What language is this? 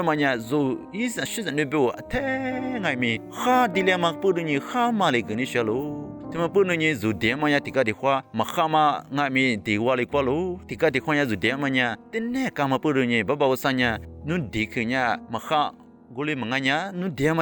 Lisu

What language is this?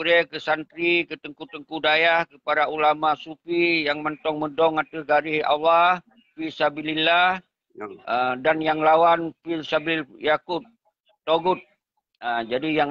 Achinese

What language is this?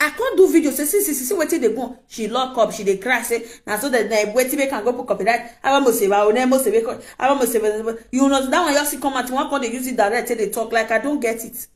Nigerian Pidgin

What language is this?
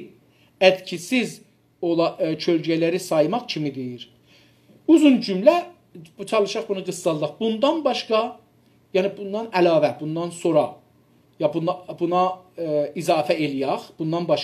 South Azerbaijani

